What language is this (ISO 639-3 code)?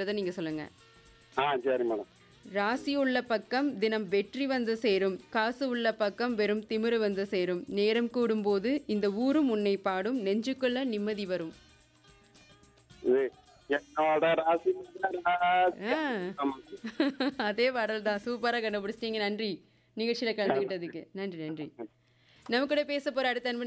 tam